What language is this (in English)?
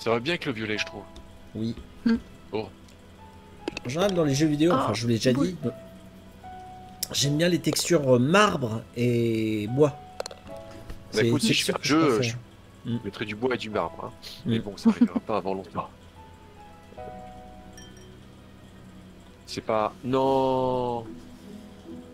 French